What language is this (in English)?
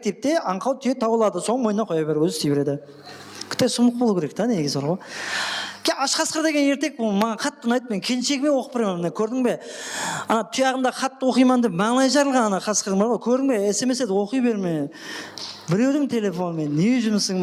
Kara-Kalpak